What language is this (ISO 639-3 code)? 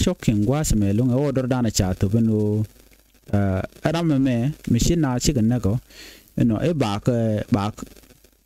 nus